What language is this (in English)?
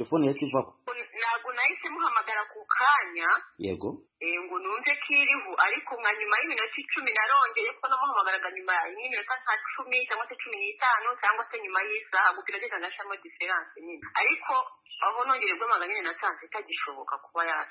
Kinyarwanda